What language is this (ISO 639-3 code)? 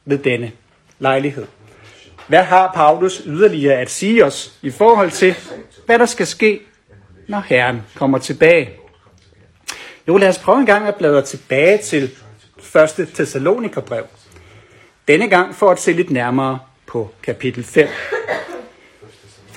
dan